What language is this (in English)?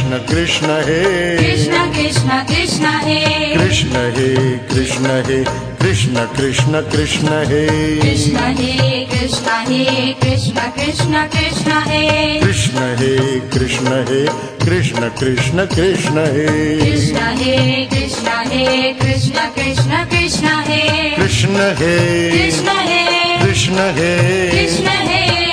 Hindi